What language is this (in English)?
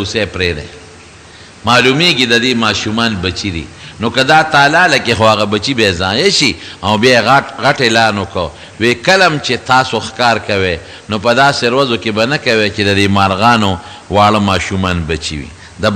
Pashto